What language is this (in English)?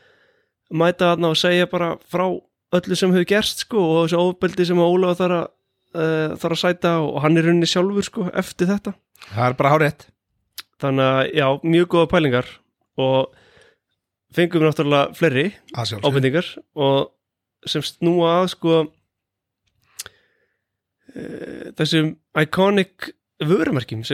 Icelandic